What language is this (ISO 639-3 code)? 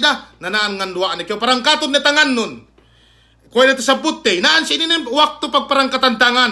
yka